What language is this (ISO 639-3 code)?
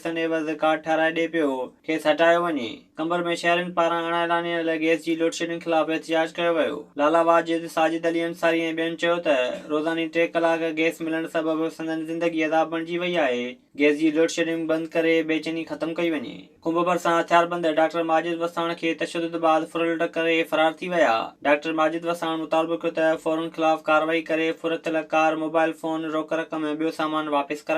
snd